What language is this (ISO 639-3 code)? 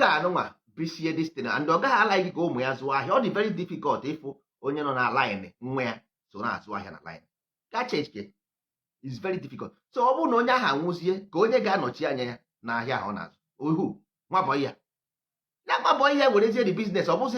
ibo